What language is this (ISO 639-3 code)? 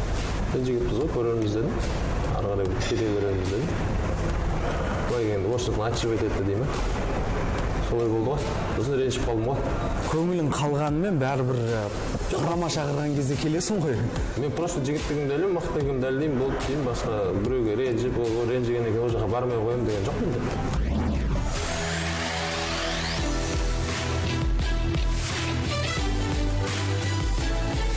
kaz